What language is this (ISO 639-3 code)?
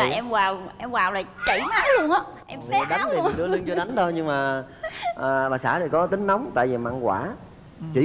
vie